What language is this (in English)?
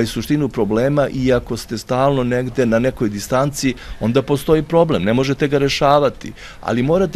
Serbian